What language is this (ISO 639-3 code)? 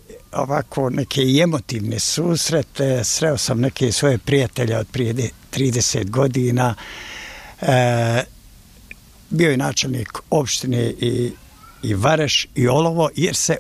bos